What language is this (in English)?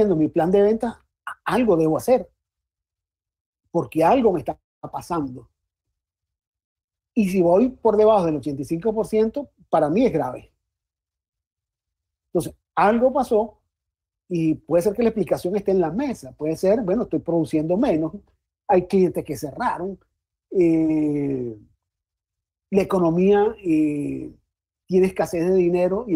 Spanish